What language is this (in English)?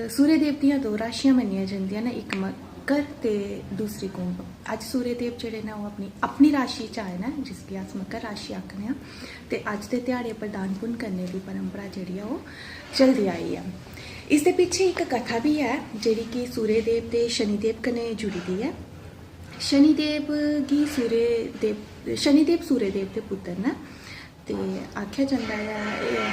Dogri